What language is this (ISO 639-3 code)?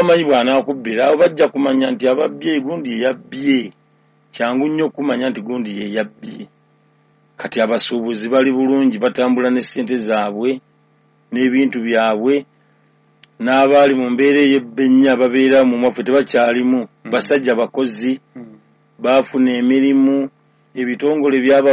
lug